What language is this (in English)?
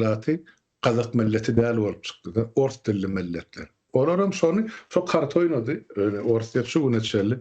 Turkmen